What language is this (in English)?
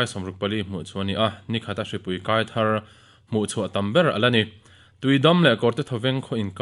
Mizo